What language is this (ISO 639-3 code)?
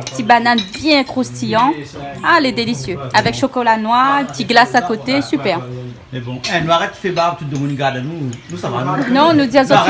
rcf